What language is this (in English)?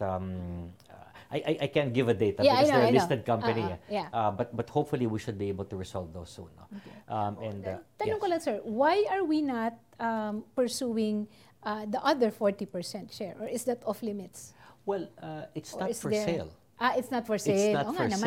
Filipino